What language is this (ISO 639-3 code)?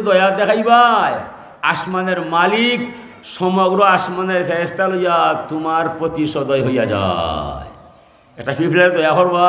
syl